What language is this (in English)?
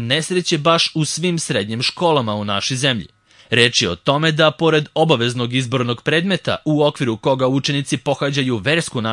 Serbian